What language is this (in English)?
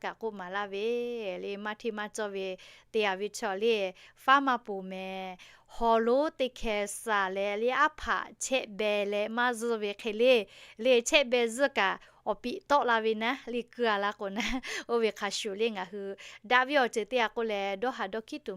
Lahu